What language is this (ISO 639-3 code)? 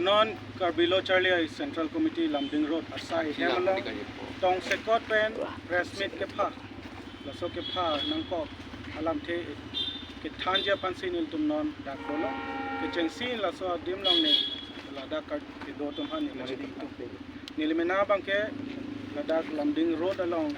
mjw